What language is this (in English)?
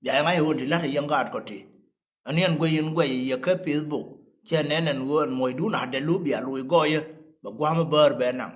Nuer